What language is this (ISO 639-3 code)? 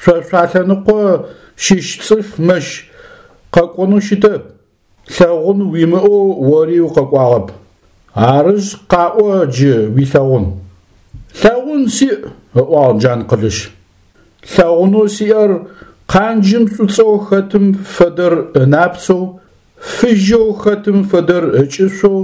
ady